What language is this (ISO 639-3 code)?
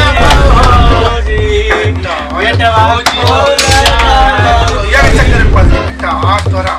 mag